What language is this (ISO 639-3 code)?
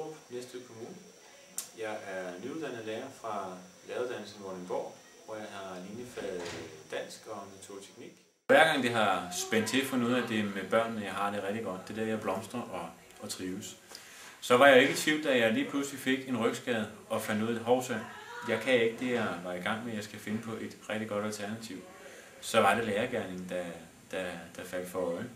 dan